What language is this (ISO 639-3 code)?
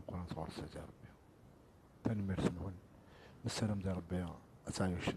kab